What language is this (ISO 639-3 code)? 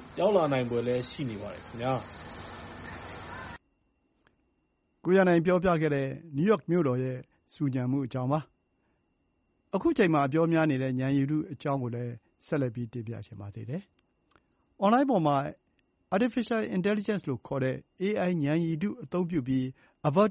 mya